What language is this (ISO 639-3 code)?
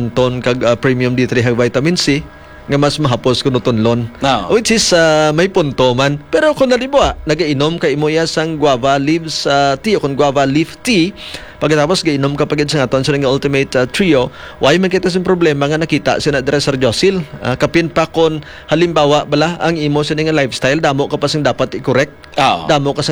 hil